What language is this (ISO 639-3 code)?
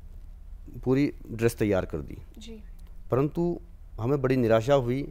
hin